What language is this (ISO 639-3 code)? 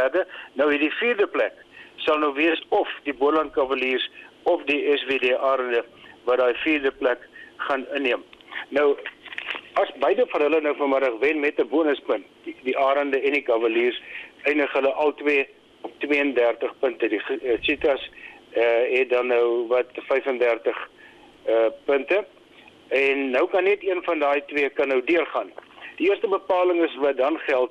afr